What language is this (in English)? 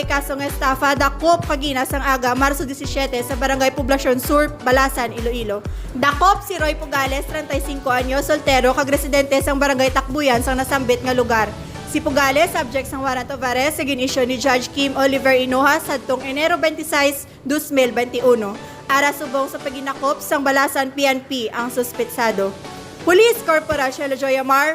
Hiligaynon